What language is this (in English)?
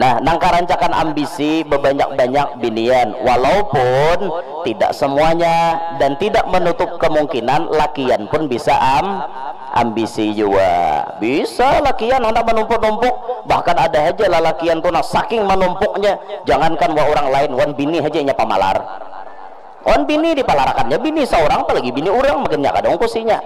Banjar